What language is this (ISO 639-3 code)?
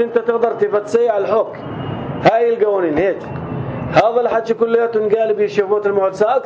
apc